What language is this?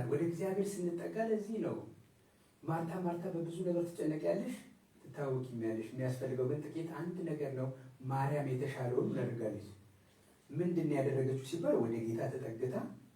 Amharic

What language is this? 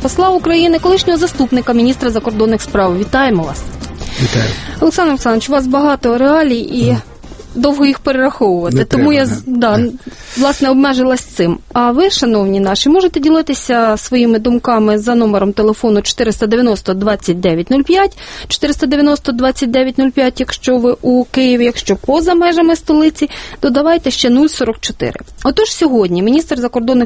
Ukrainian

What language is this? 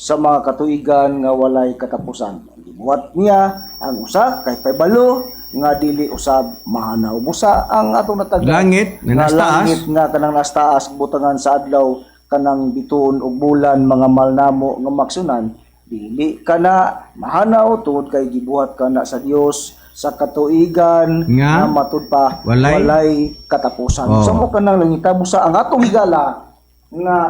Cebuano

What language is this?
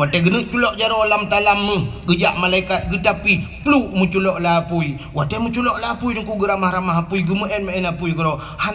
Achinese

